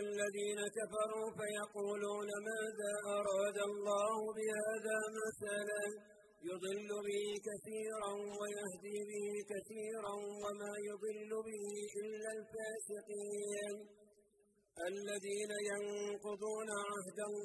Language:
Arabic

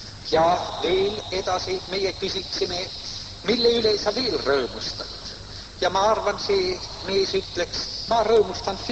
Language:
Estonian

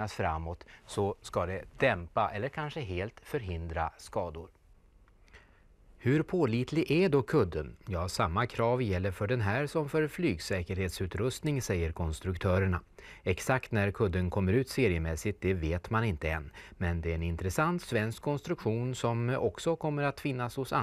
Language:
Swedish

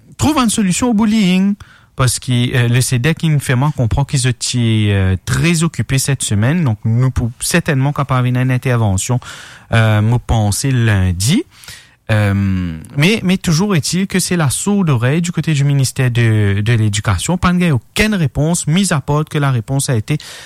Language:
Morisyen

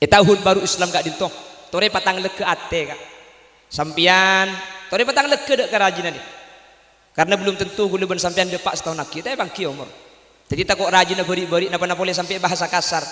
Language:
Madurese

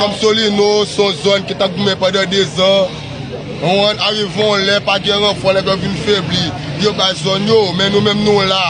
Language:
Haitian Creole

